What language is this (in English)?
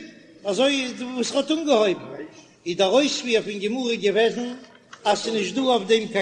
Yiddish